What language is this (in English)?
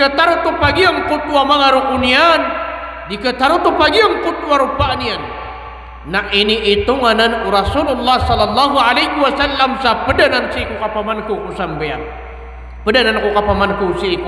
Maranao